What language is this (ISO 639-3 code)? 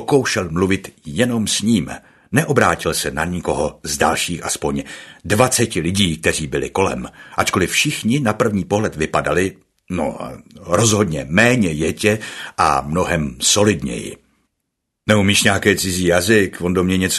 ces